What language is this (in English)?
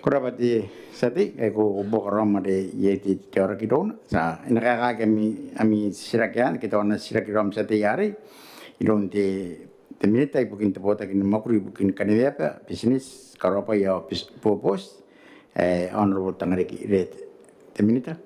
Gilbertese